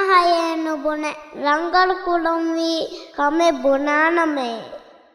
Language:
Divehi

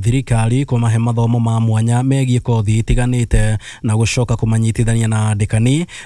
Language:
Kikuyu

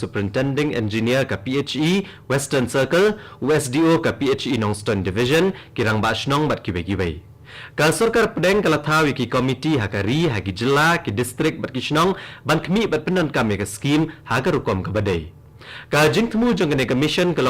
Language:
Khasi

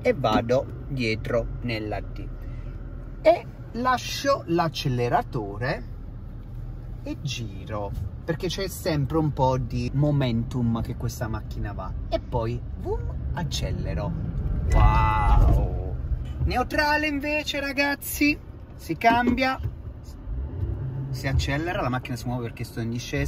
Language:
Italian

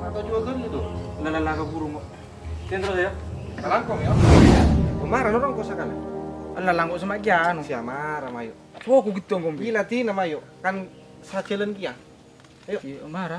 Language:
Madurese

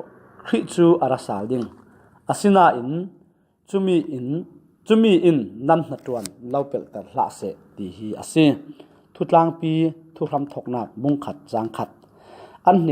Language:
Falam Chin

